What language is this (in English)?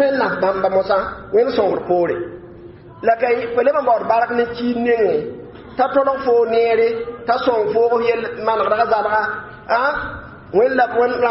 Mossi